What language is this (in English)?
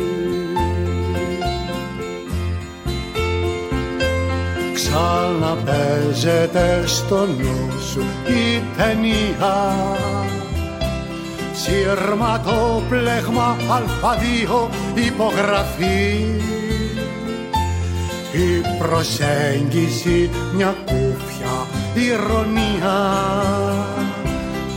Greek